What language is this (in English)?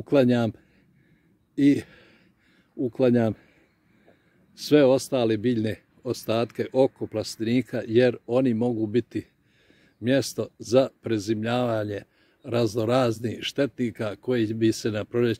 Croatian